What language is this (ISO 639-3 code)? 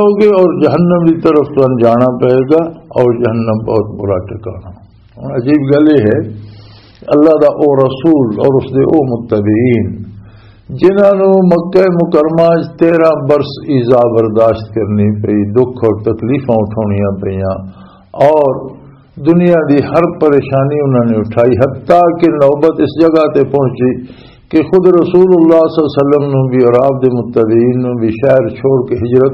lah